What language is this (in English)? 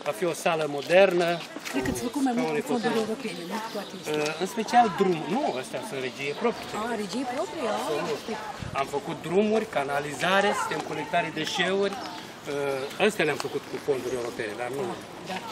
Romanian